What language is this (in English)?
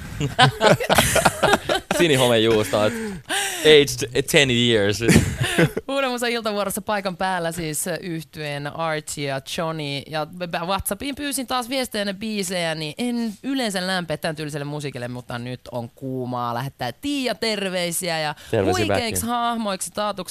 Finnish